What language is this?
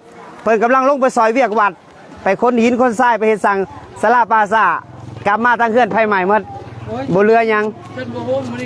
Lao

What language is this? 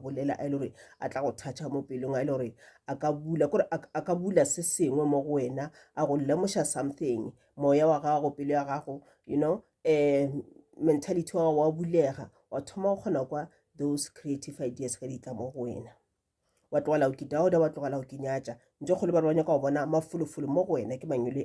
Northern Sotho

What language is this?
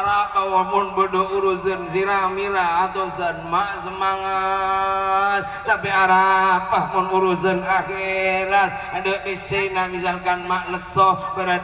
Madurese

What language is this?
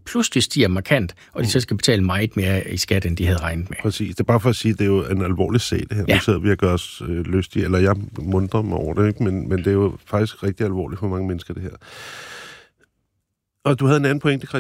Danish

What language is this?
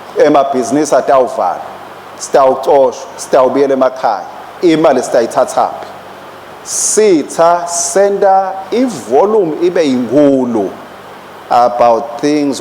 Swati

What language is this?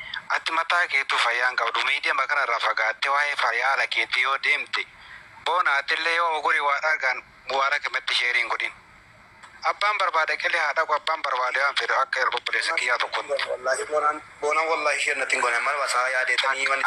Oromo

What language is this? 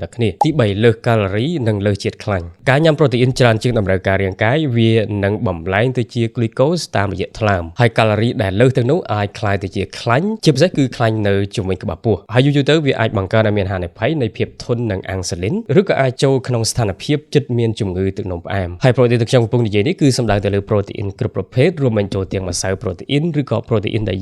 Khmer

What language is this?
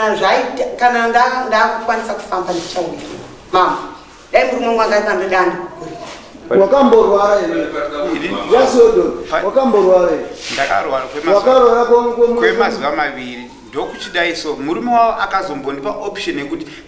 Shona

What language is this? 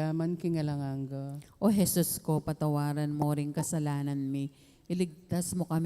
Pampanga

